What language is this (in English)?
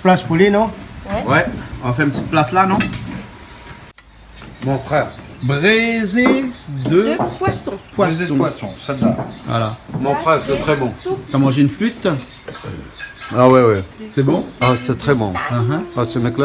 Réunion Creole French